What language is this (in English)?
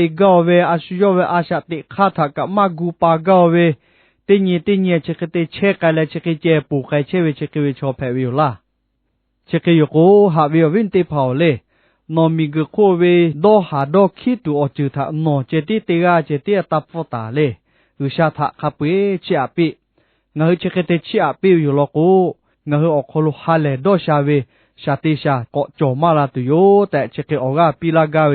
Lahu